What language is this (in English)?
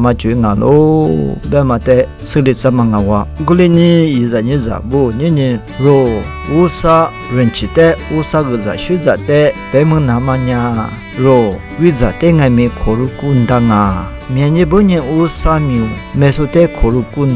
Lisu